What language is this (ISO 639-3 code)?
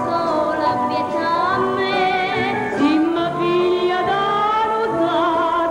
nap